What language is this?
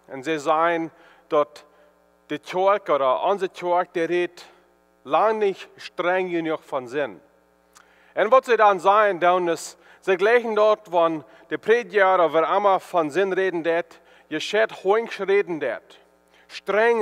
Plautdietsch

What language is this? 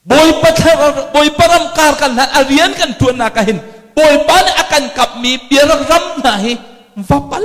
Hakha Chin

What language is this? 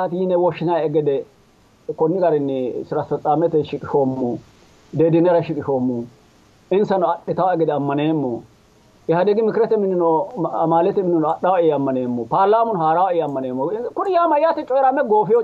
Sidamo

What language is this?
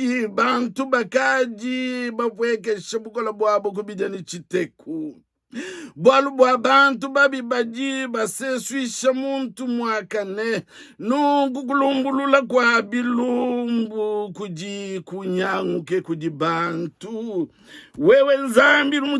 Luba-Lulua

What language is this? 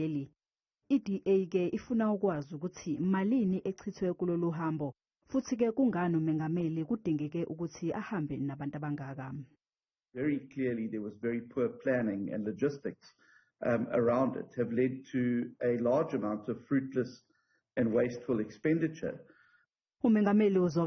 Zulu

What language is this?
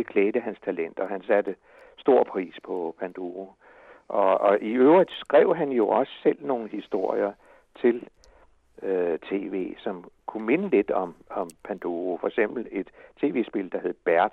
Danish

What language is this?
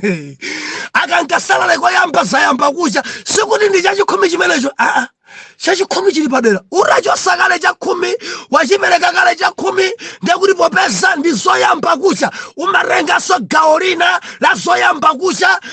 Nyanja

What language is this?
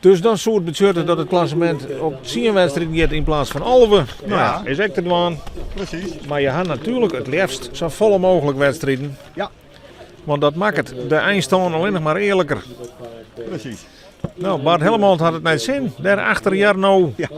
Western Frisian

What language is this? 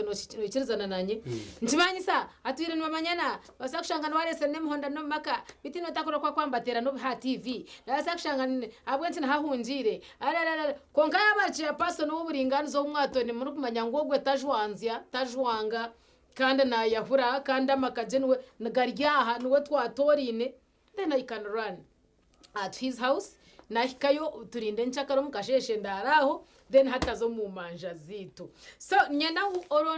Nyankole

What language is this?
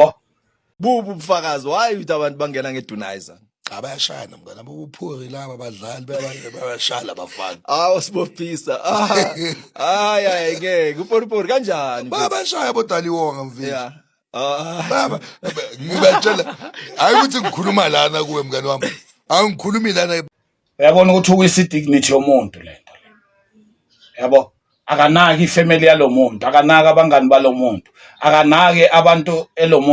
Zulu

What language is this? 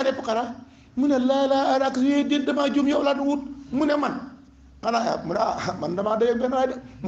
Wolof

